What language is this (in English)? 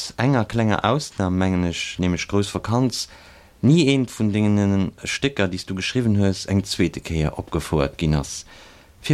Luxembourgish